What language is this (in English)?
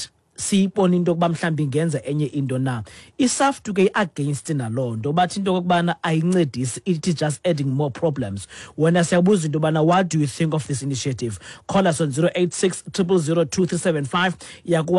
Xhosa